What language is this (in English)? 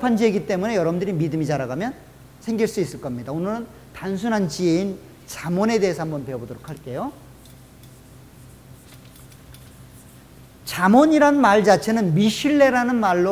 Korean